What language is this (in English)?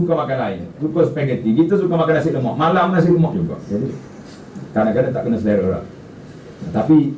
Malay